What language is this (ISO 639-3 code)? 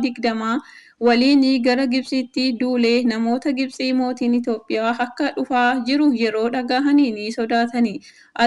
orm